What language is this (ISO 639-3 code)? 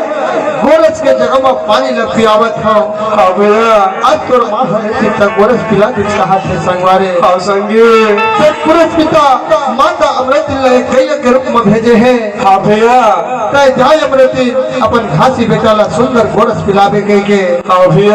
hne